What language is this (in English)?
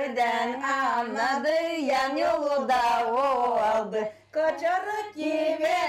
Gagauz